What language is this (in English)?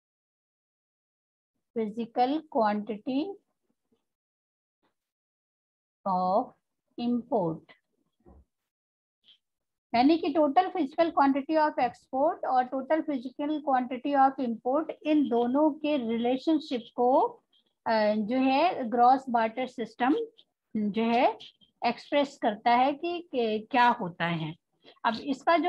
Hindi